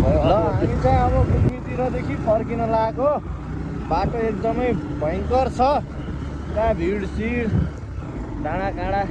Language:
Nepali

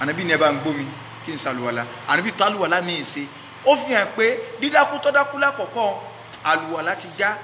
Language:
Yoruba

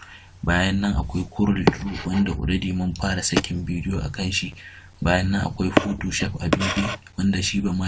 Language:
Hausa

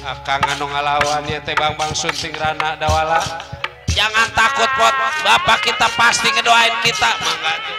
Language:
Betawi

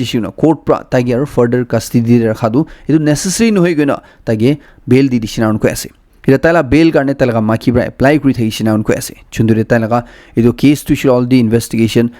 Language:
Naga Pidgin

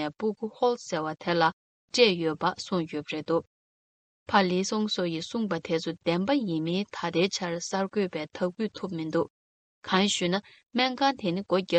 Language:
Tibetan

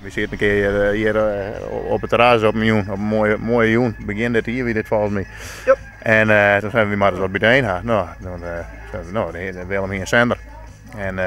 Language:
Western Frisian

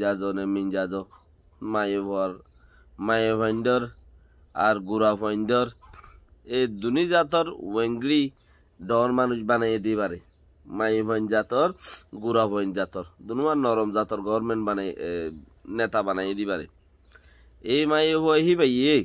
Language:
Rohingya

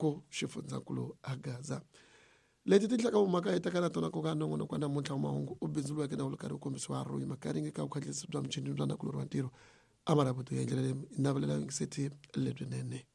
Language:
Tsonga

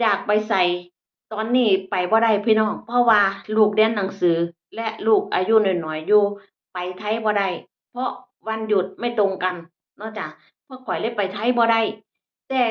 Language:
Northeastern Thai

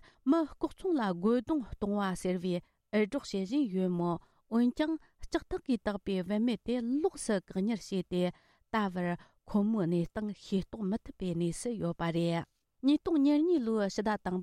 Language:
Tibetan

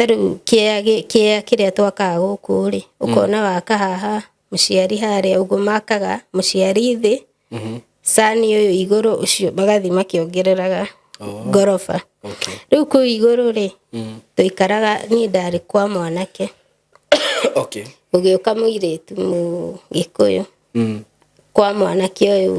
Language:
Kikuyu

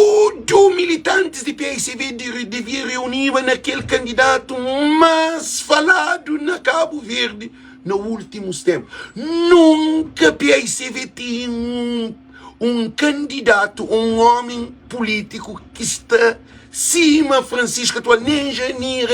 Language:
Kabuverdianu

